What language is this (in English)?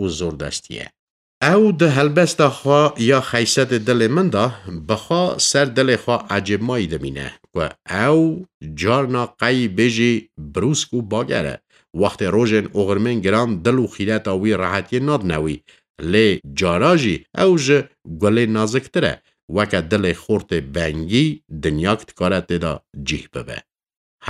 Kurdish